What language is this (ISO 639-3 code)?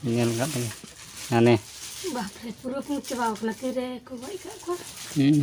sat